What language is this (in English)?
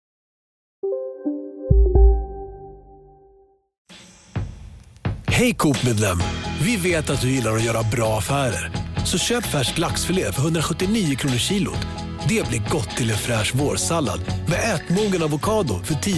Swedish